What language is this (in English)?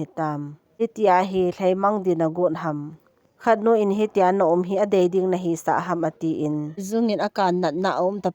Thado Chin